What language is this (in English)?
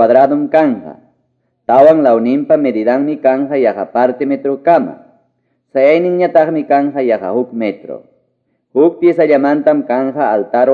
Quechua